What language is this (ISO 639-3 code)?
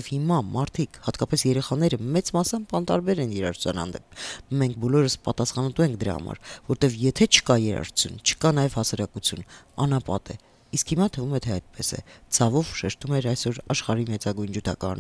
hye